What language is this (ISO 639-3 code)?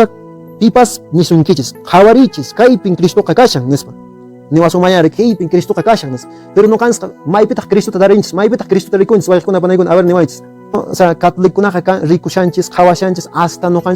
que